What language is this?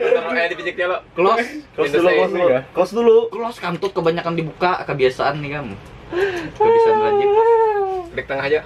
Banjar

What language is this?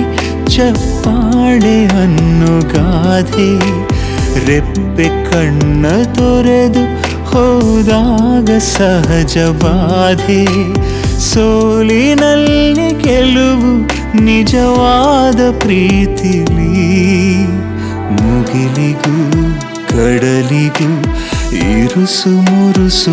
Kannada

